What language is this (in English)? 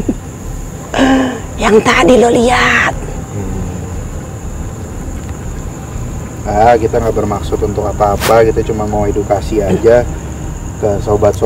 Indonesian